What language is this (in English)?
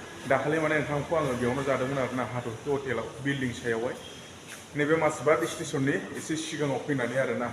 Bodo